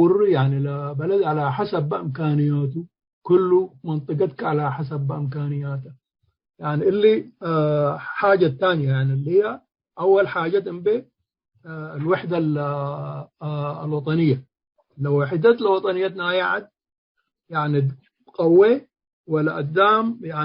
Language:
Tigre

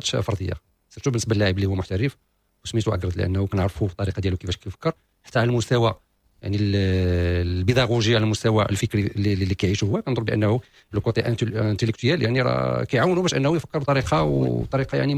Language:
Moroccan Arabic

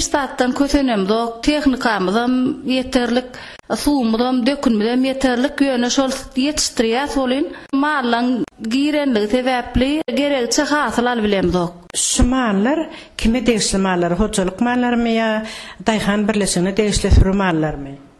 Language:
Turkmen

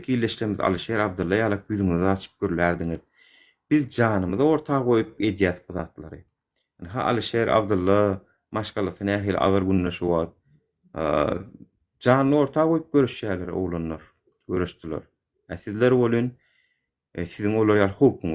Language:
Turkmen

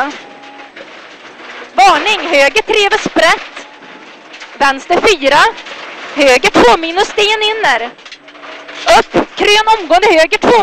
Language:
Swedish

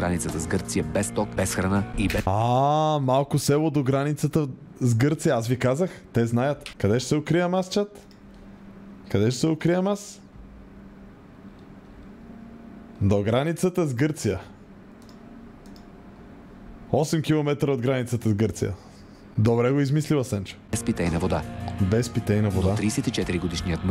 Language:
Bulgarian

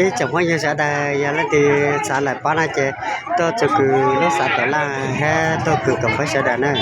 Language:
Hmong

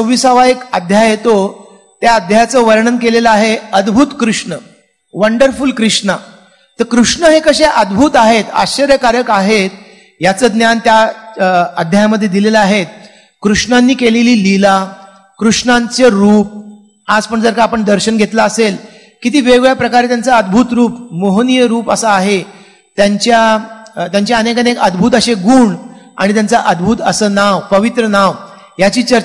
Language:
Marathi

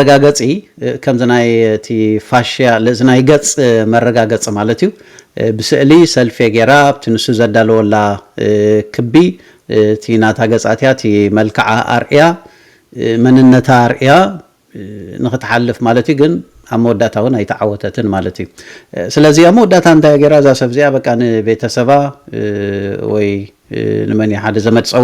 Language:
Tigrinya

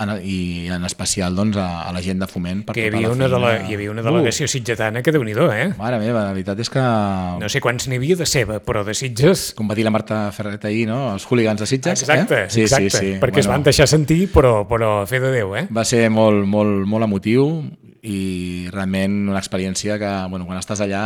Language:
Catalan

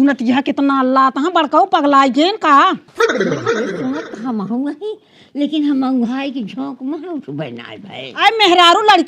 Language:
Awadhi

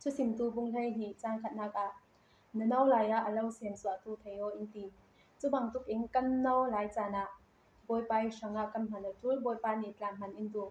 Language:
Falam Chin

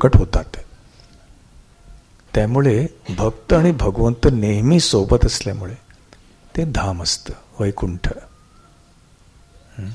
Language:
Marathi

